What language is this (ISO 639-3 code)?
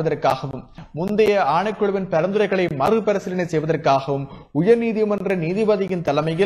tam